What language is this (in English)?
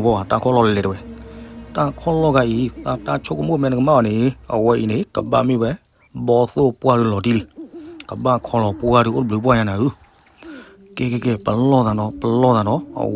S'gaw Karen